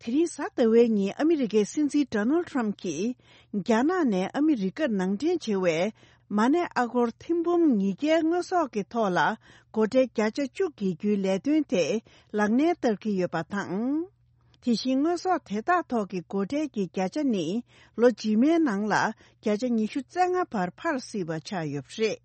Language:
Tibetan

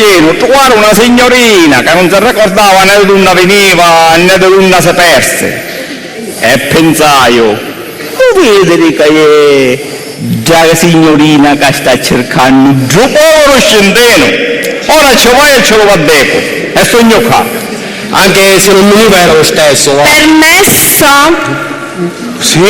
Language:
Sicilian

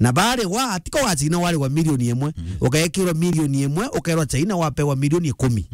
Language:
Meru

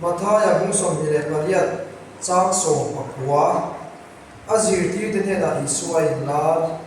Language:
Mizo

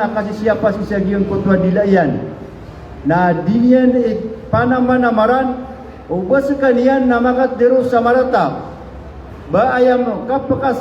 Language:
Maranao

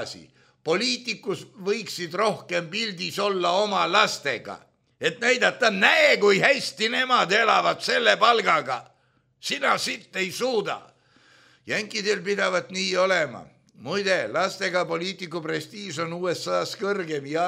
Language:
Estonian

